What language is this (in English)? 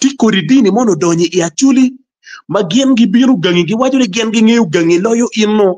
Acoli